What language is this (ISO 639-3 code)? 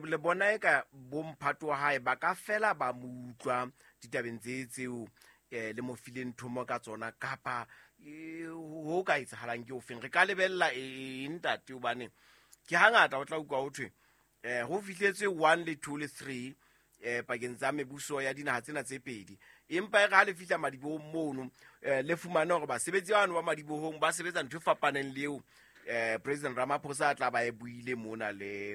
sot